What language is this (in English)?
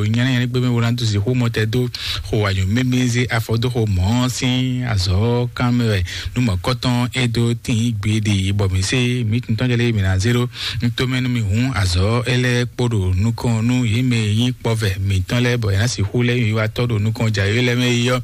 Fon